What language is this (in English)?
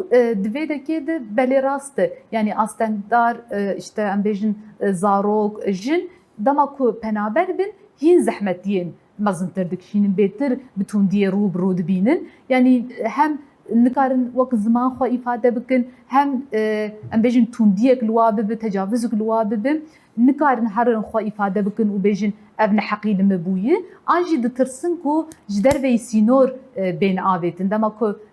Kurdish